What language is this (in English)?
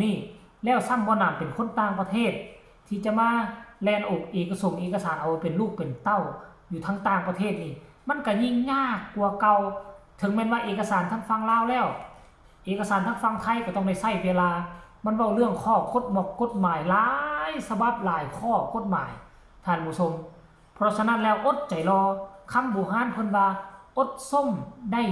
Northeastern Thai